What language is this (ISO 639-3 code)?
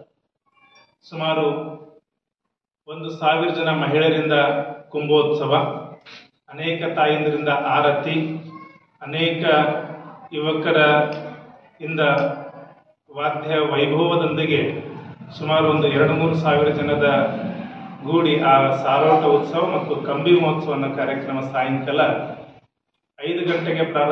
kan